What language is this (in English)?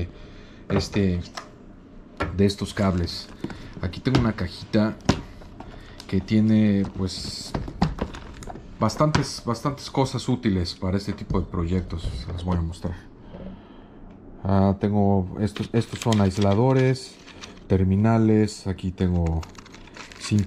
Spanish